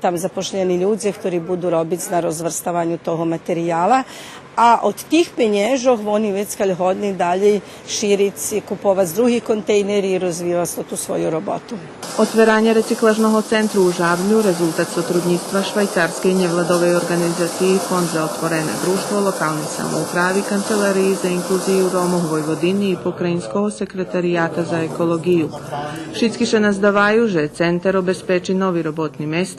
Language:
Rusyn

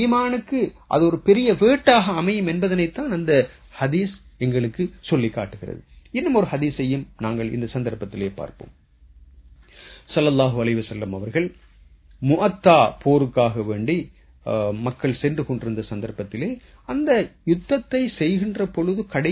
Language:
Tamil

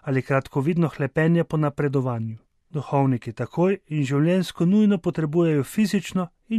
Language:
Slovenian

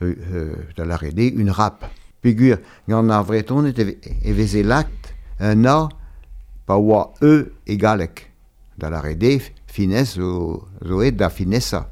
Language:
Breton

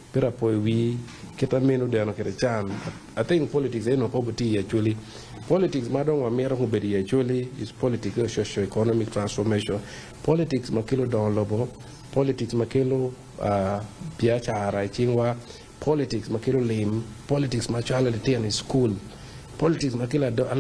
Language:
Acoli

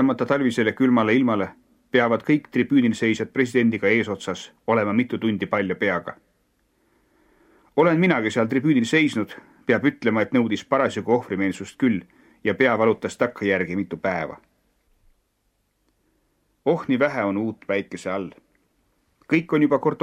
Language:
Estonian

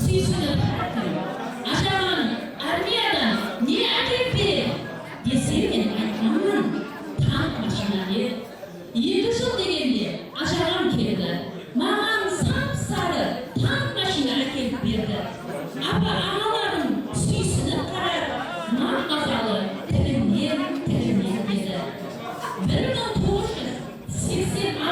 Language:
Kara-Kalpak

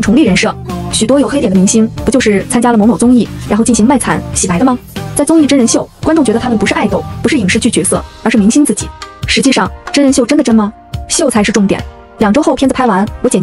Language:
Chinese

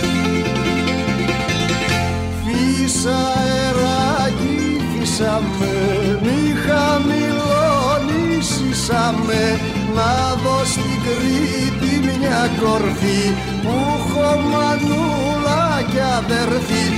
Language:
Greek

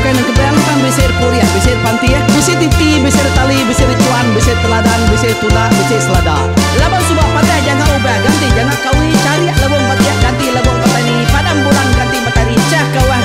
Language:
Iban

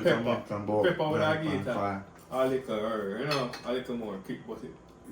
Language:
Jamaican Creole English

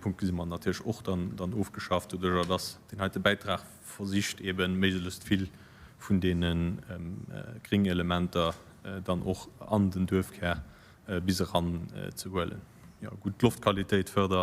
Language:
Luxembourgish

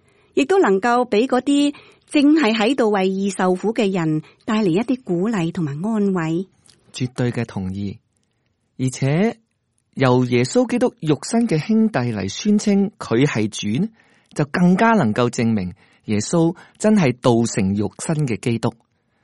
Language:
Cantonese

